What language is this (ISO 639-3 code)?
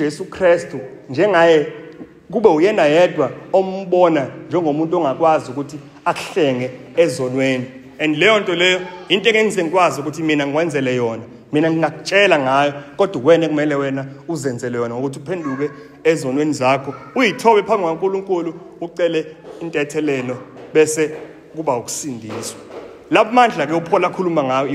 zul